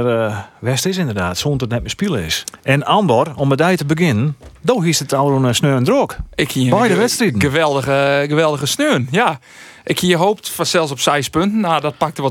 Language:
Western Frisian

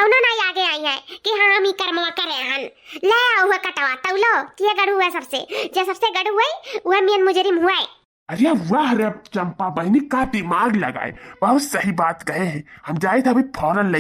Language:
Awadhi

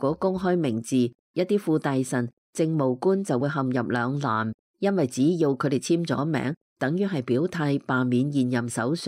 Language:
Cantonese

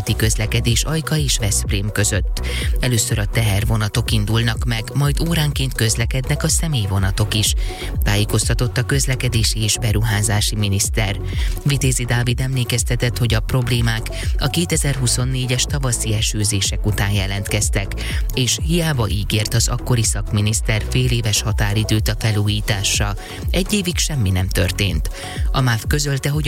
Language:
Hungarian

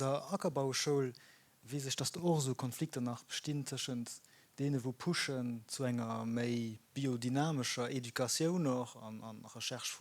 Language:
Luxembourgish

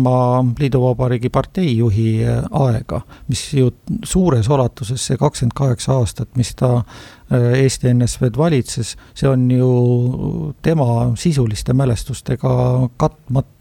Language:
Estonian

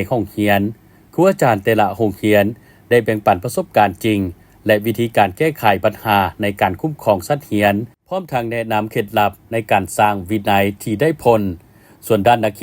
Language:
Lao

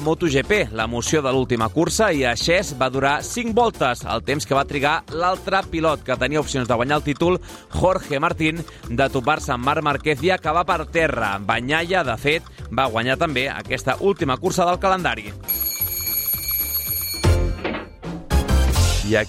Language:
Catalan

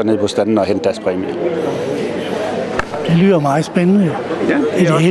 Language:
Danish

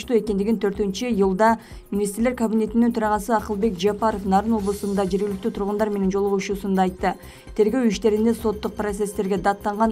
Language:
Kyrgyz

